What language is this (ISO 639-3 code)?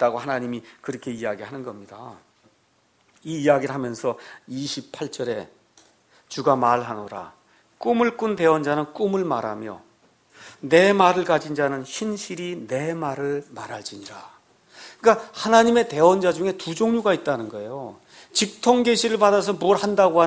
kor